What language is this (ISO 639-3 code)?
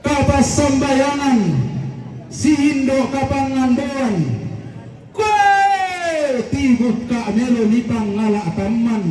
sda